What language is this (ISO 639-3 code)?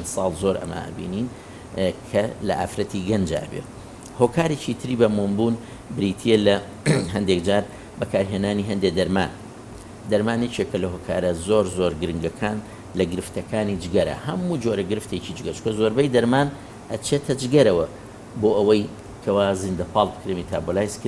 ckb